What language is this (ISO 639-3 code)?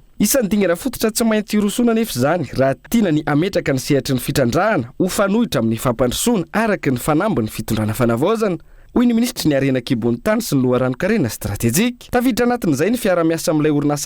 mlg